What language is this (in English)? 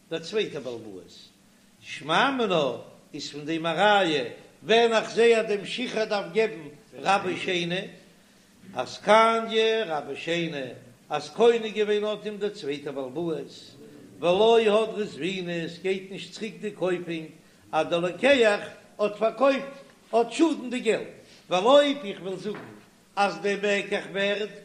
Yiddish